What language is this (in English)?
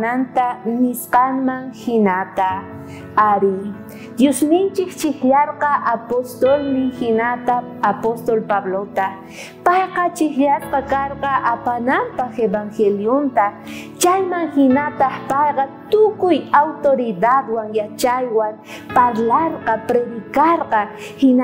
South Bolivian Quechua